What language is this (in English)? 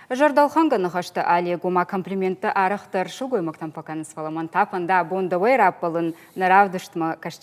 Ossetic